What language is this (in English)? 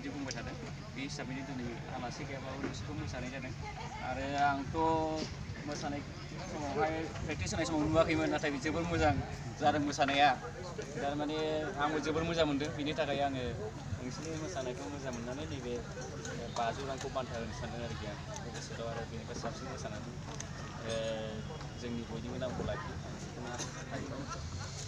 Bodo